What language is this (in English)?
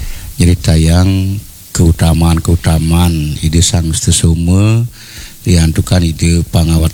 Balinese